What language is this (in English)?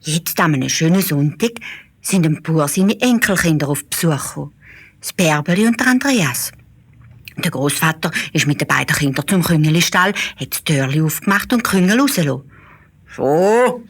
Swiss German